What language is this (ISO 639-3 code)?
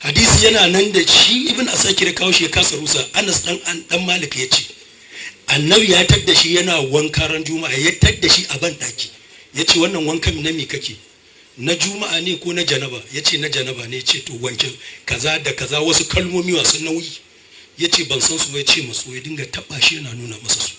hau